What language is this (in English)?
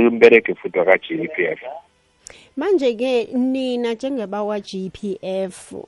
South Ndebele